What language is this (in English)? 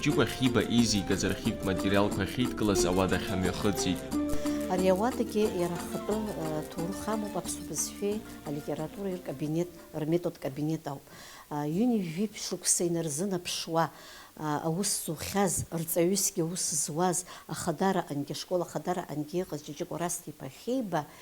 Abkhazian